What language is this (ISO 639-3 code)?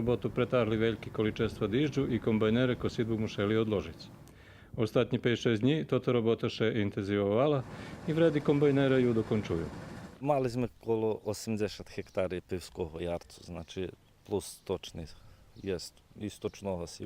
rue